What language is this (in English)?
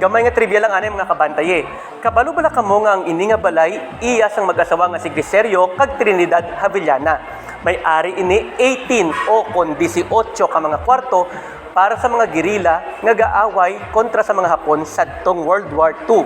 Hiligaynon